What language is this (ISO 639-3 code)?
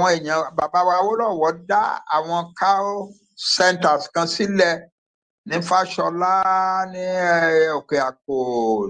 yor